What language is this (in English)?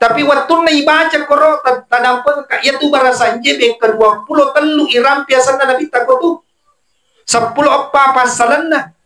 Buginese